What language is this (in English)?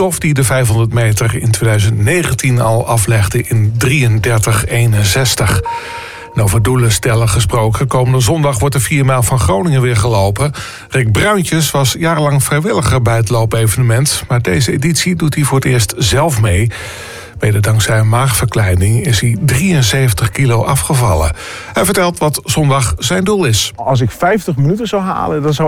Dutch